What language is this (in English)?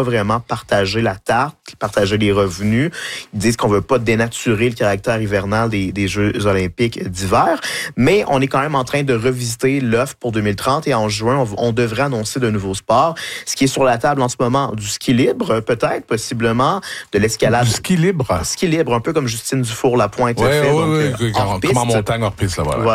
French